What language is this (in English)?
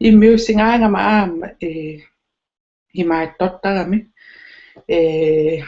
Kalaallisut